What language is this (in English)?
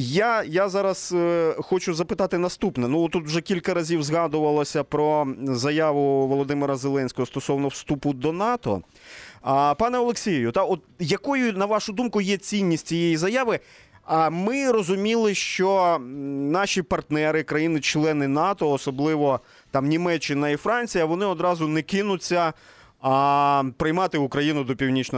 Ukrainian